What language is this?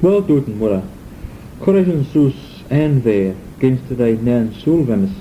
Manx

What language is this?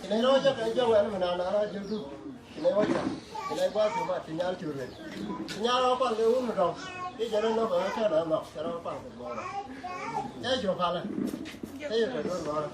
Nuer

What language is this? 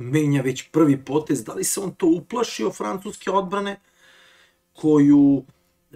Serbian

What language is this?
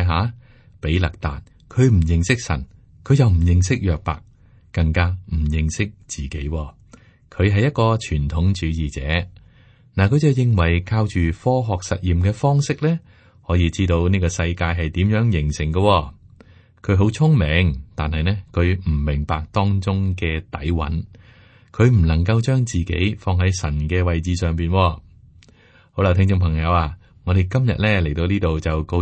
Cantonese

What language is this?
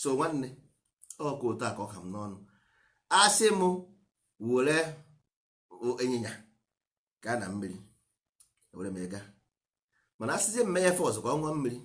Igbo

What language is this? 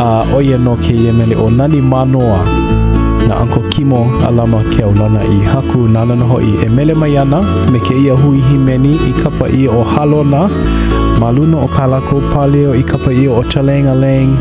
Hawaiian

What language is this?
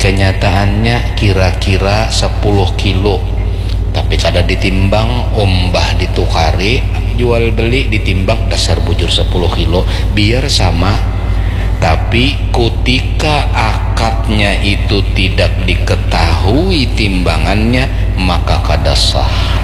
Banjar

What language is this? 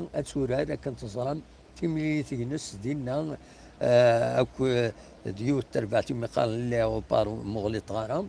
Kabyle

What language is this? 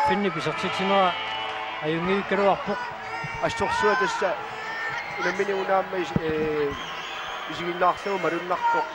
Kalaallisut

